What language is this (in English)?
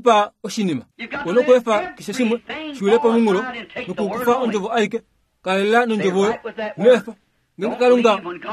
Kuanyama